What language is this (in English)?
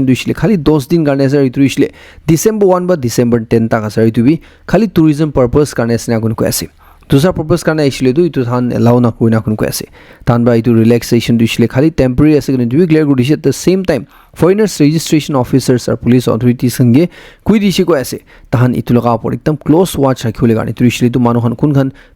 Naga Pidgin